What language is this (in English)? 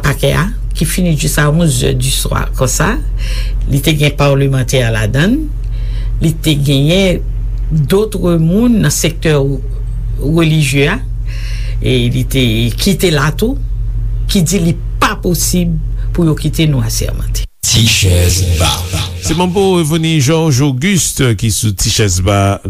Haitian Creole